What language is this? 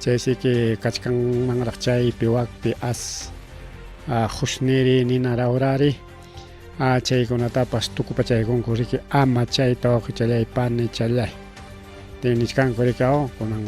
Ayacucho Quechua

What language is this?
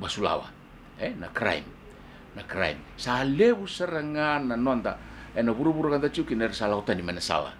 Fijian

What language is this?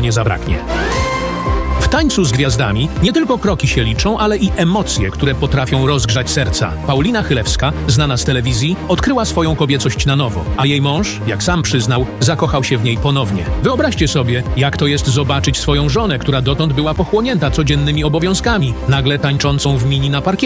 Polish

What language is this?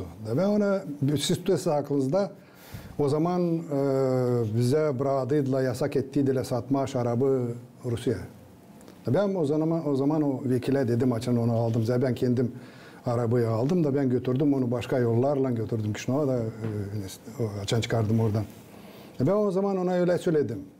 Gagauz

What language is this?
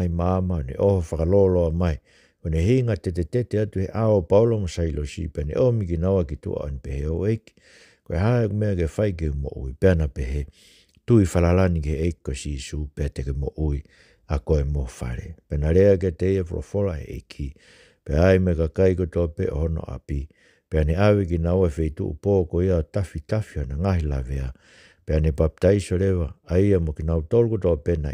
Tongan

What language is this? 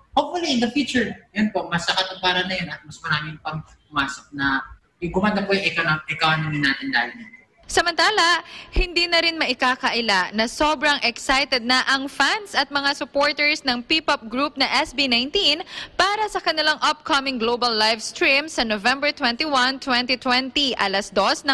Filipino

